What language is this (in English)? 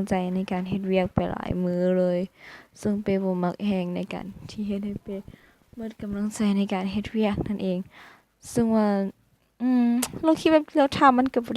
Lao